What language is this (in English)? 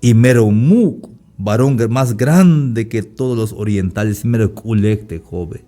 Tzeltal